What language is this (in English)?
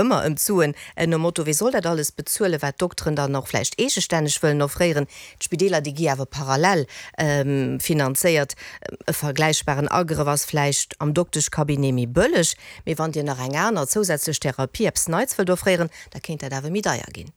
Luxembourgish